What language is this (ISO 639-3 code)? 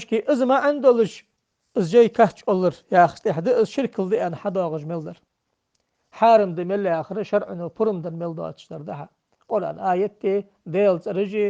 inh